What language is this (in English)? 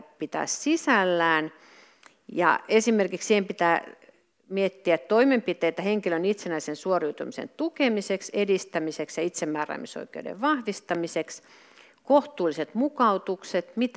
Finnish